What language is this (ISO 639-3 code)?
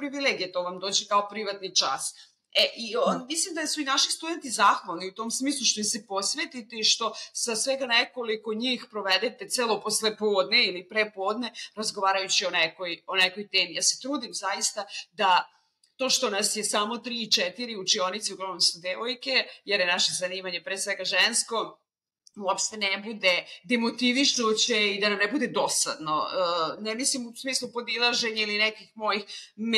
srp